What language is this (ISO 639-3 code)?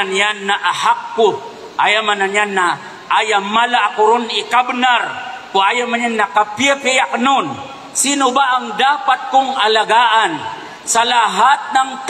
mrw